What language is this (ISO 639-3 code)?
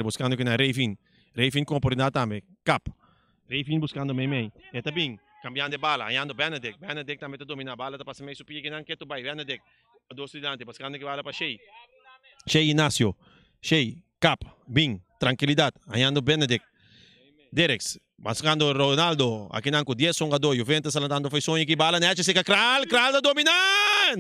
pap